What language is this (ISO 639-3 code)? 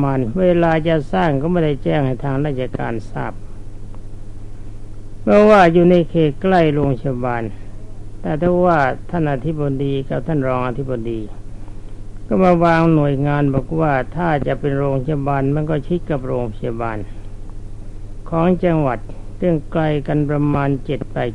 tha